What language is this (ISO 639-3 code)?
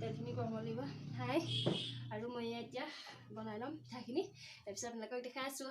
asm